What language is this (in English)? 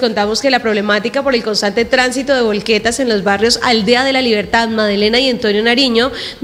Spanish